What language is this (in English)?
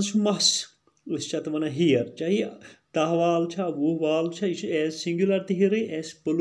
Kashmiri